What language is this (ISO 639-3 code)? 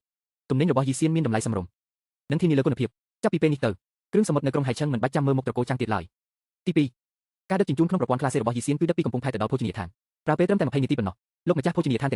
khm